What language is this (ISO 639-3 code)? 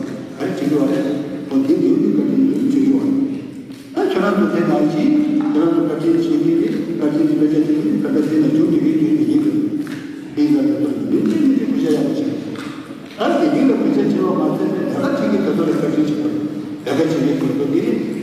bod